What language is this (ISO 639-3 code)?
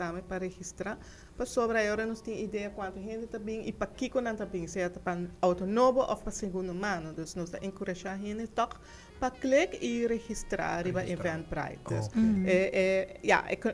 pap